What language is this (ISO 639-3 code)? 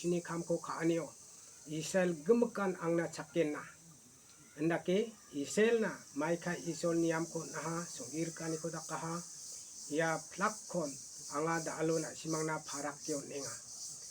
grt